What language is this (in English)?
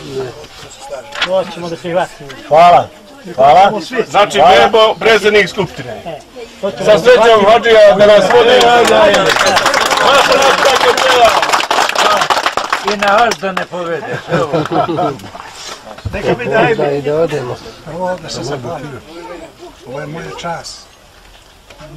Bosnian